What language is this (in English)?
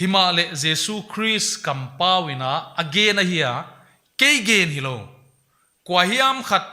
Paite Chin